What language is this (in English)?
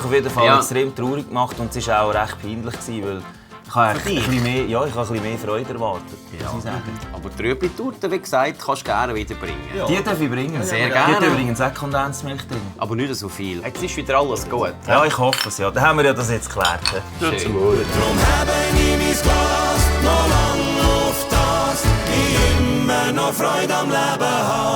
Swiss German